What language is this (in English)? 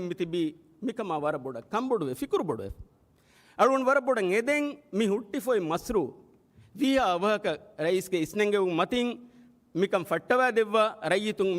Divehi